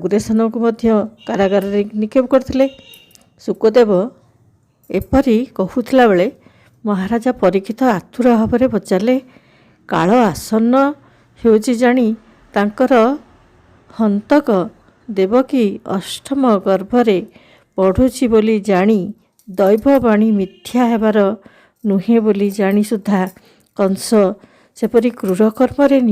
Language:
Odia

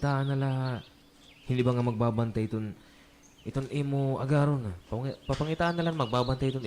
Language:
Waray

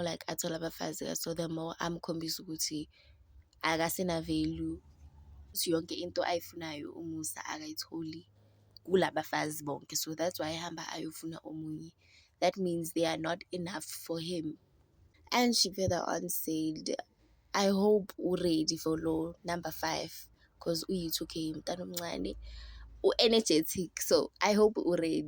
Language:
Zulu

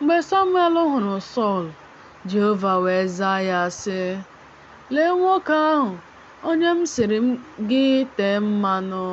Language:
Igbo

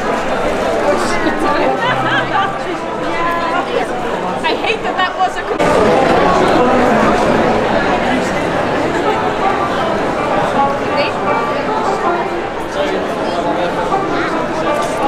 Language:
Dutch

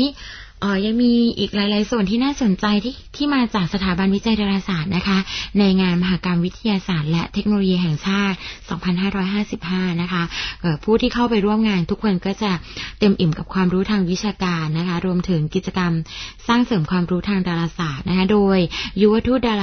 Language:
Thai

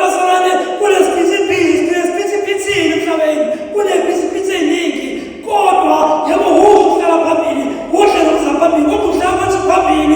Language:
Zulu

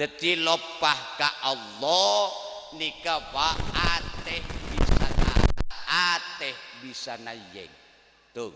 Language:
Madurese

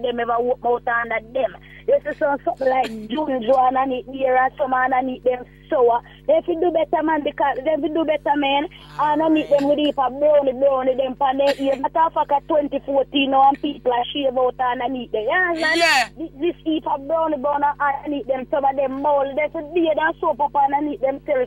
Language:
Jamaican Creole English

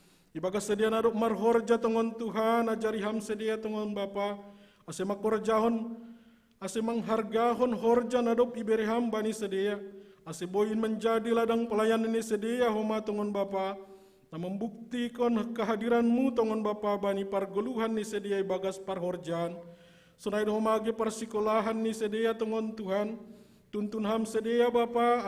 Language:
Batak Simalungun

